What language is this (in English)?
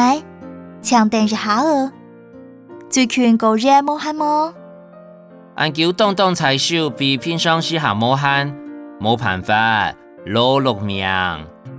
Hakka Chinese